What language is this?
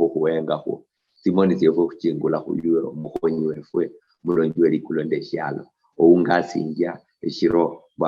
Luyia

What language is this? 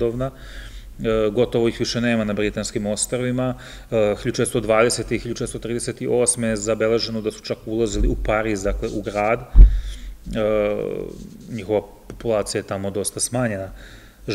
Serbian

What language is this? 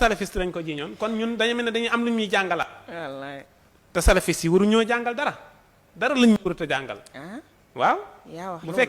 Wolof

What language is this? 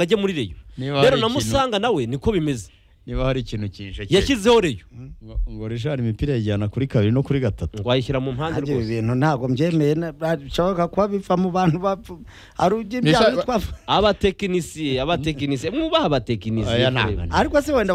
Kinyarwanda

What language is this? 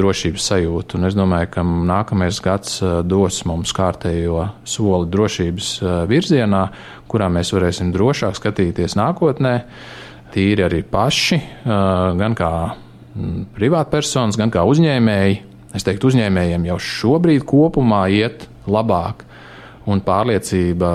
Latvian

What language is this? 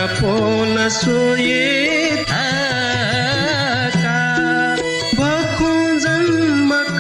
Newari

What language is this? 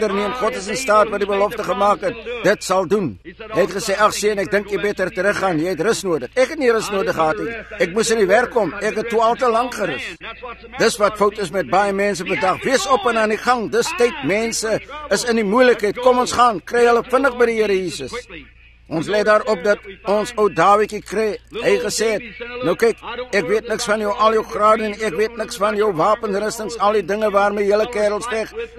Afrikaans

